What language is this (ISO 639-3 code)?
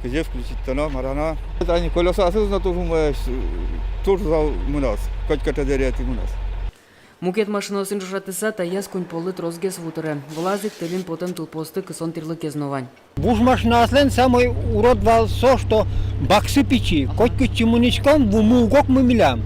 udm